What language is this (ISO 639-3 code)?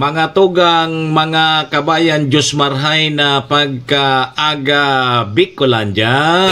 bik